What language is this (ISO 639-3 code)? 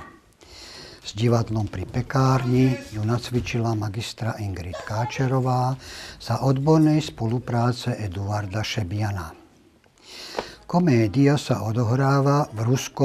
slk